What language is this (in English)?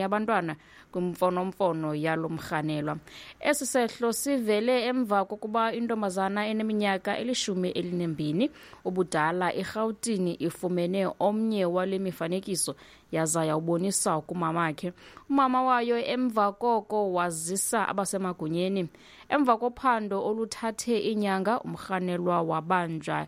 Xhosa